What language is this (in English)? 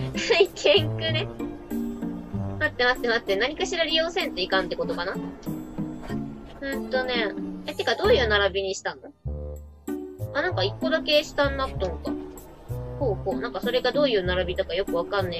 Japanese